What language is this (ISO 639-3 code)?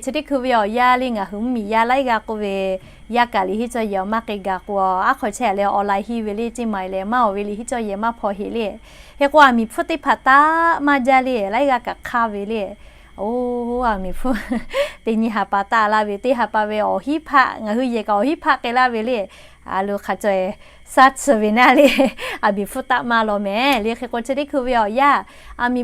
lhu